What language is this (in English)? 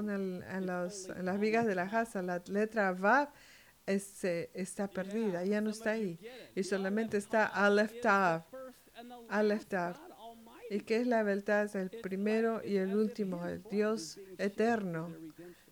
Spanish